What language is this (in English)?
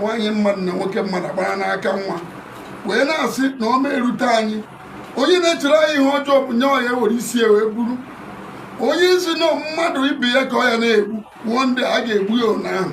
Igbo